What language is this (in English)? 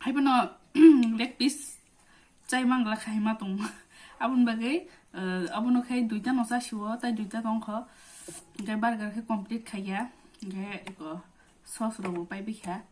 Kok Borok